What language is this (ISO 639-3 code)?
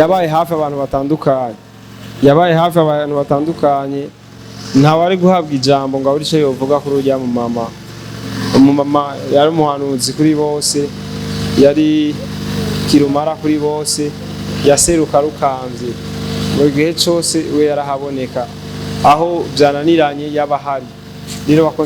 run